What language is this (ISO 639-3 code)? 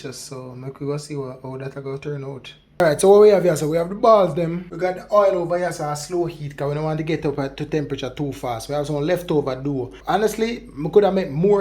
jam